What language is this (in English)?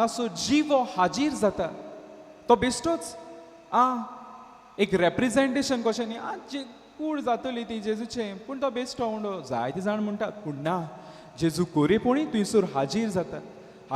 Konkani